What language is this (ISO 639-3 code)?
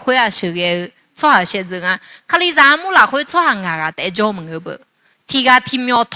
ahk